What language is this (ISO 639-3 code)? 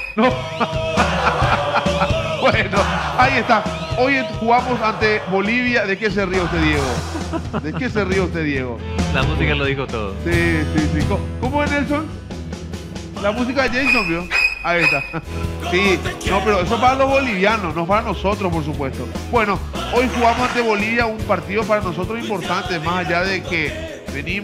spa